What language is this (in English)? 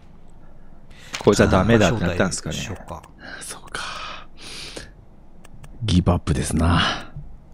Japanese